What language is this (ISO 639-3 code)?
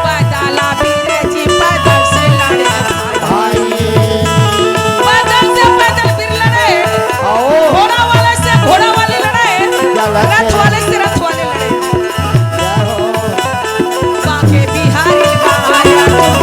hne